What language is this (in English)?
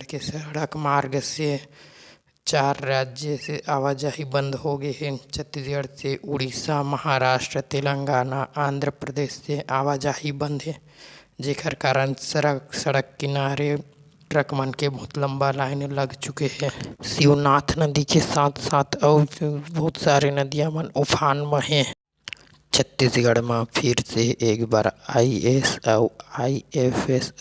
Chhattisgarhi